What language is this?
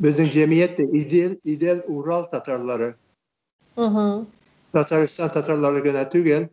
Tatar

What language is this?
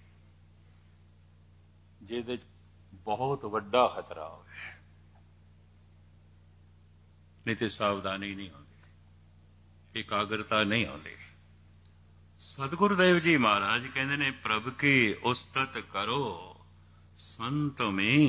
Punjabi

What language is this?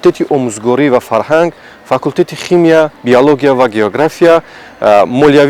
Tajik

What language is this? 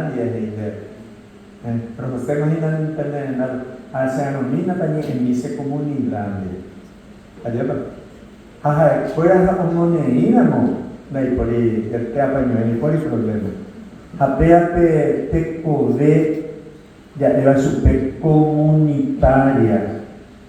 Guarani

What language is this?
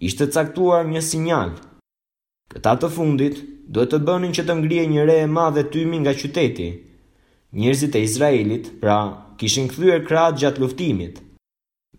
Albanian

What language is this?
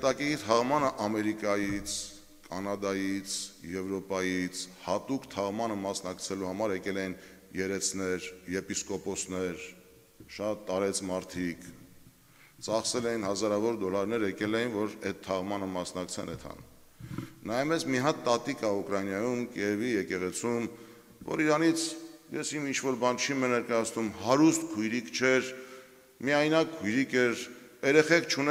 Armenian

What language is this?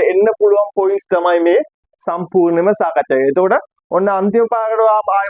Sinhala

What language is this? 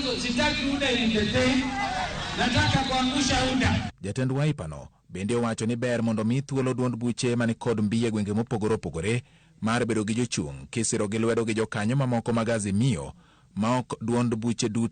Luo (Kenya and Tanzania)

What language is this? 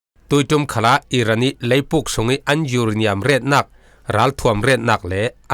Falam Chin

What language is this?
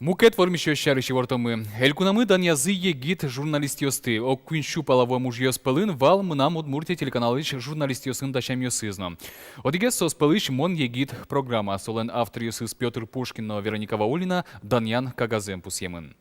Udmurt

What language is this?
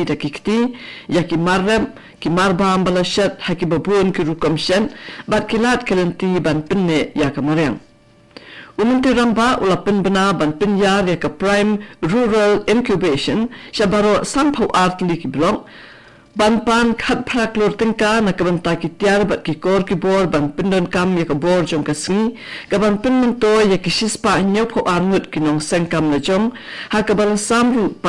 Khasi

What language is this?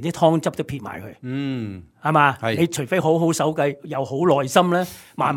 Cantonese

